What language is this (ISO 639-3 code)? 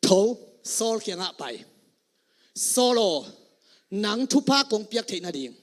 ctd